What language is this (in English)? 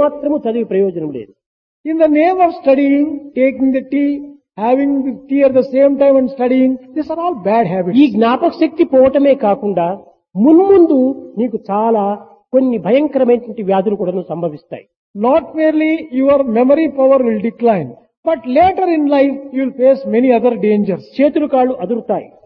Telugu